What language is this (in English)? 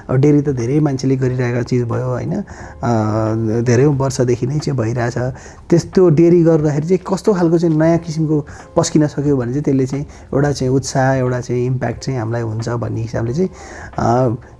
Nepali